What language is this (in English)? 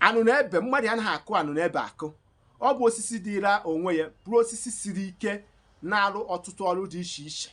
Igbo